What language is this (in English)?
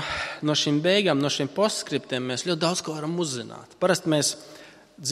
Latvian